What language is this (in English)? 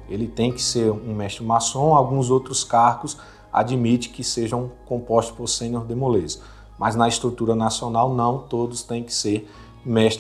Portuguese